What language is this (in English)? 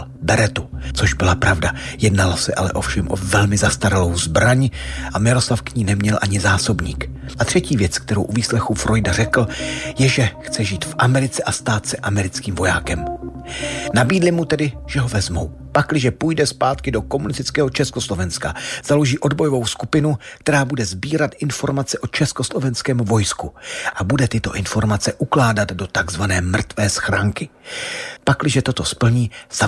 Czech